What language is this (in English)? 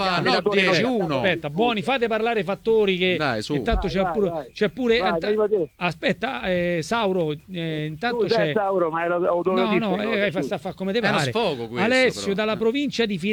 Italian